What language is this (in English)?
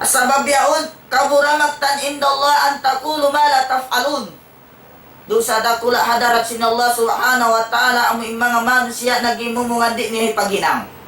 Tausug